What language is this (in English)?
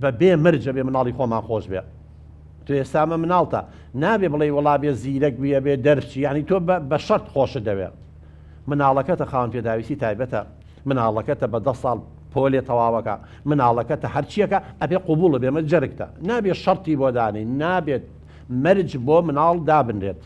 Central Kurdish